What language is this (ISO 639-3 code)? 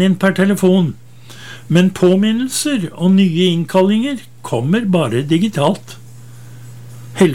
nor